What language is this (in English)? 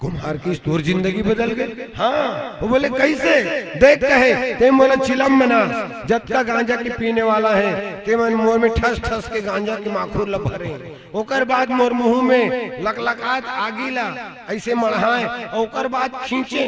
Chhattisgarhi